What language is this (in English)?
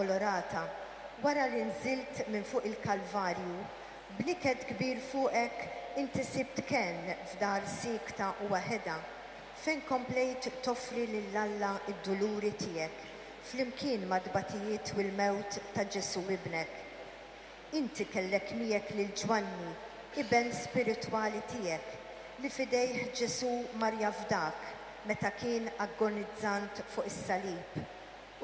Maltese